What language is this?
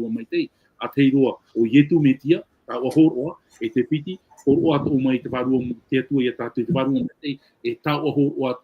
Tahitian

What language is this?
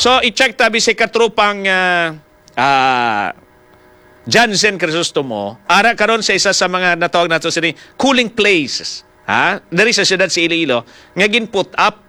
Hiligaynon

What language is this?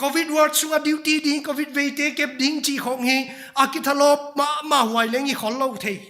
Paite Chin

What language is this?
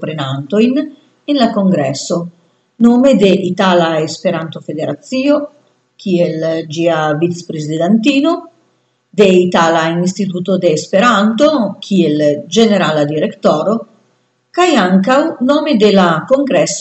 Esperanto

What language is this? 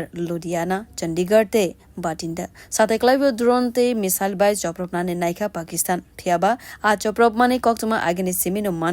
Kok Borok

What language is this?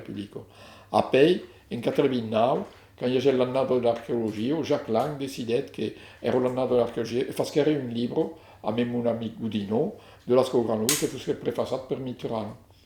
Occitan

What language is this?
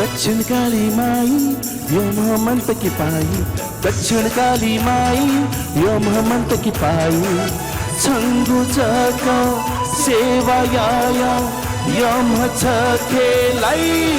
Newari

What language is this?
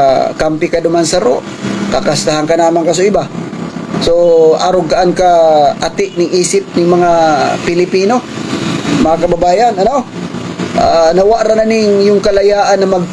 Bikol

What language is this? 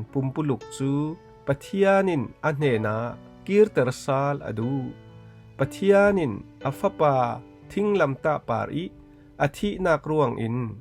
Falam Chin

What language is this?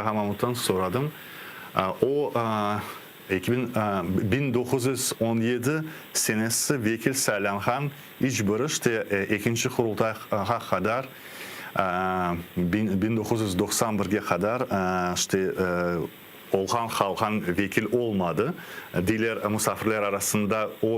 Crimean Tatar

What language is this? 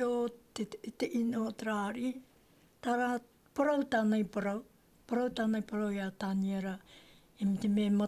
Tahitian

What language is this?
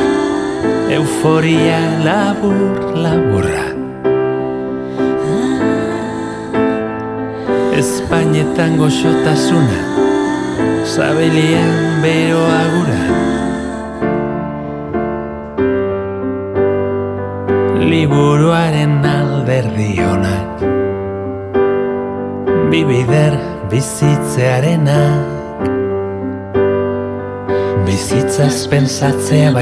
Basque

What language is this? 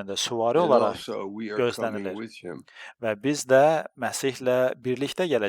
Azerbaijani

